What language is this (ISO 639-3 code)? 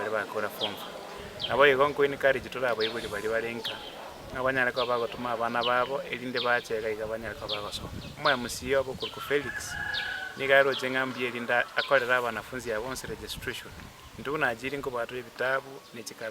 guz